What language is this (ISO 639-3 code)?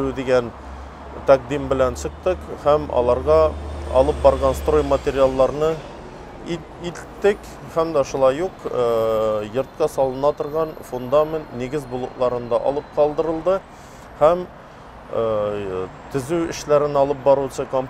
tat